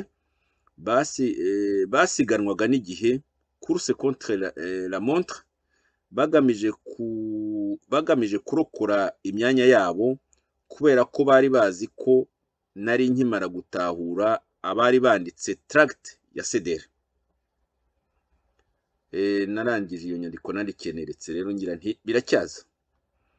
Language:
Kinyarwanda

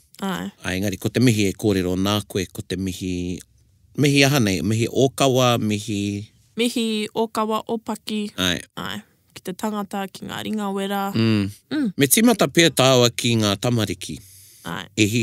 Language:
Māori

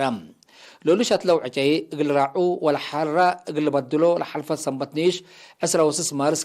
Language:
Tigre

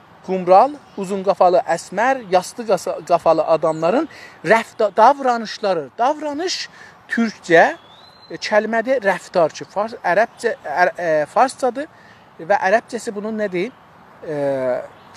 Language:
South Azerbaijani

